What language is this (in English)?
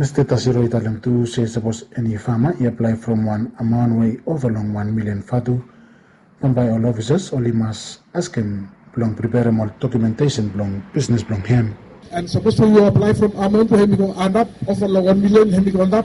Bislama